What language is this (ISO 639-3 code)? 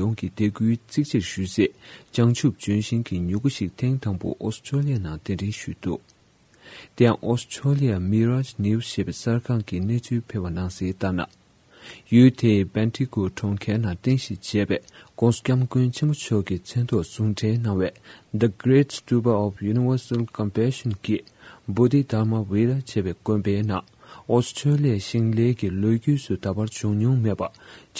bod